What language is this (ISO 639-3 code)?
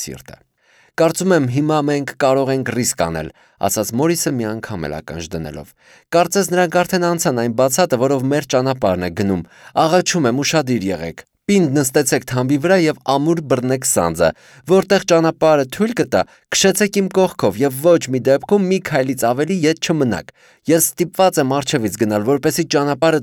hye